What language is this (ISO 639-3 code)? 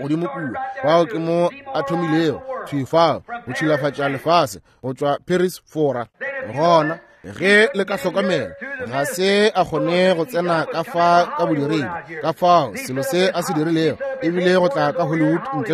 nso